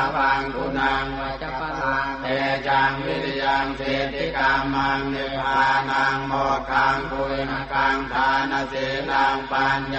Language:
Pali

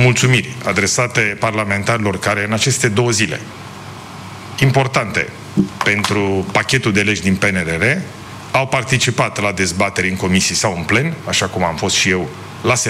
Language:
Romanian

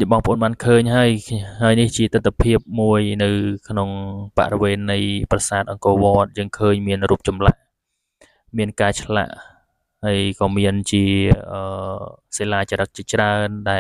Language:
Khmer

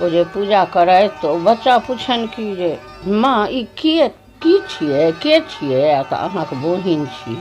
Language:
Maithili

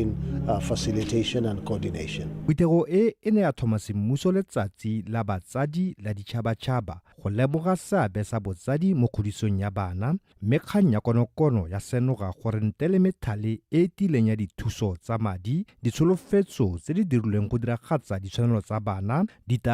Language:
Tswana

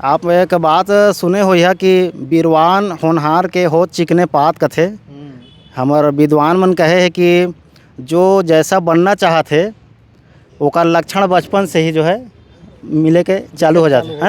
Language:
Chhattisgarhi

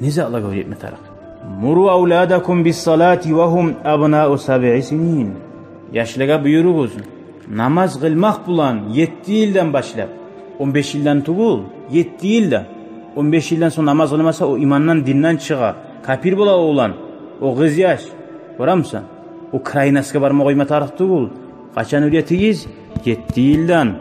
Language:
Kumyk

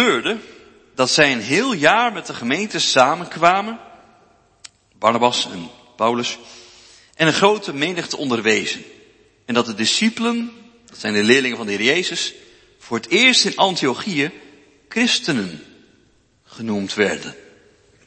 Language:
Dutch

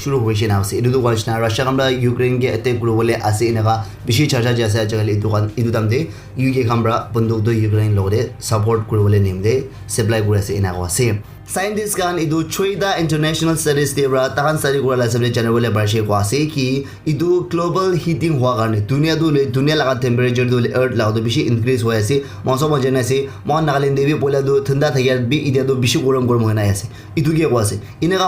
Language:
Naga Pidgin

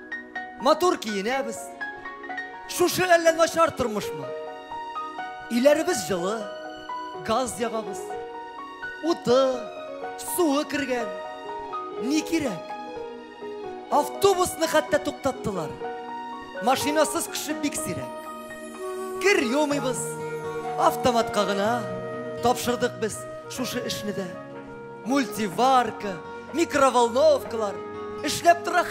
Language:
Tatar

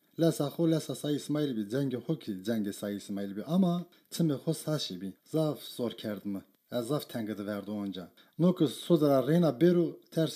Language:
Zaza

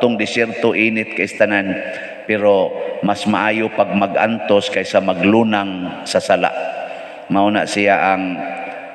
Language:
Cebuano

